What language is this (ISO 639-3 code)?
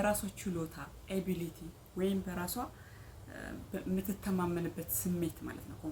amh